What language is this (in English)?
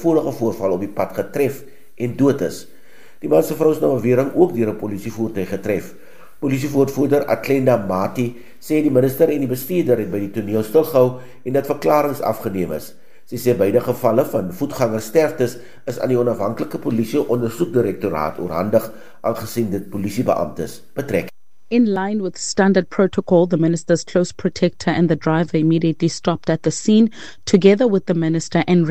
Afrikaans